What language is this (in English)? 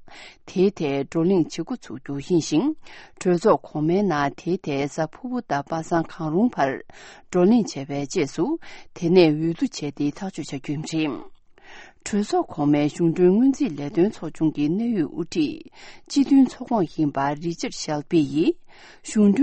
Tibetan